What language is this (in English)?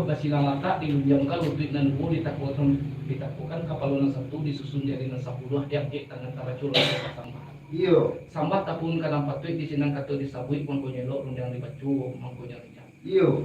Minangkabau